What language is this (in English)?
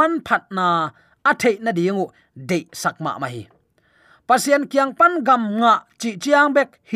Tedim Chin